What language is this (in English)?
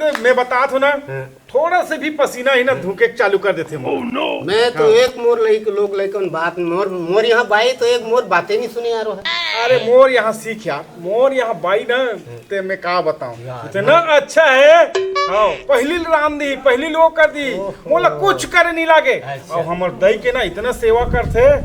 Chhattisgarhi